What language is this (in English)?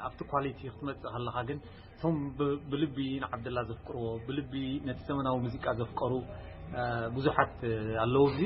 Tigrinya